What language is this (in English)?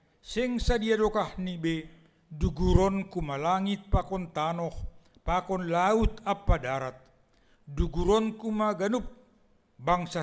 Batak Simalungun